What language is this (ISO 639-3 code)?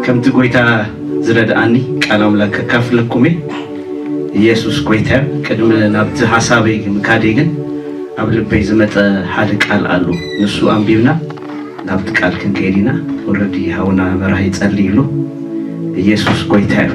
tir